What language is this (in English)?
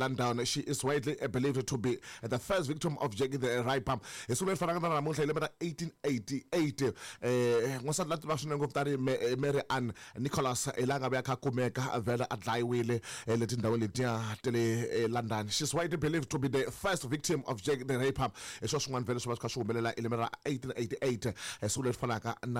Tsonga